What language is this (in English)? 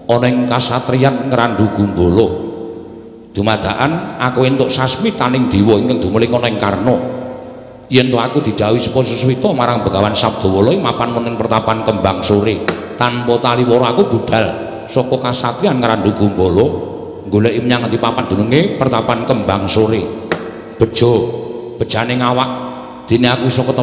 Javanese